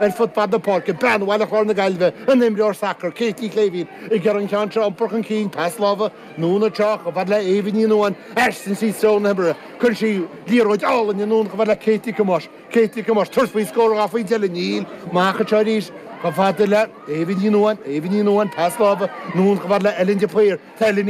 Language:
Irish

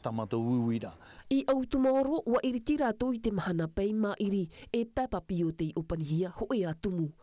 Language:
Tahitian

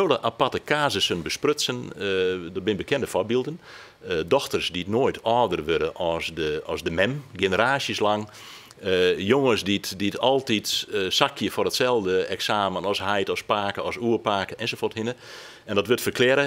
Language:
Western Frisian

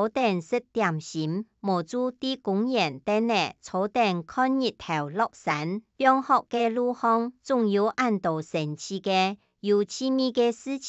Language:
Hakka Chinese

